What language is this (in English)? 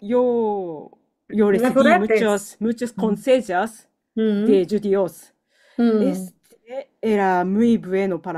Ladino